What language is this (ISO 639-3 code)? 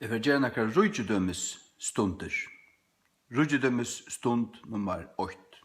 fao